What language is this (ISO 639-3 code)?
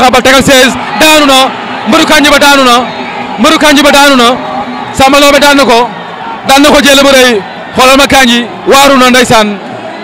wol